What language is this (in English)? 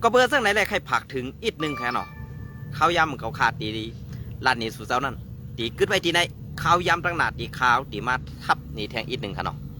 Shan